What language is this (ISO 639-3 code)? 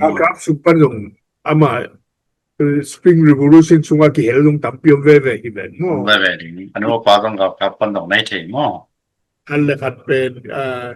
ctd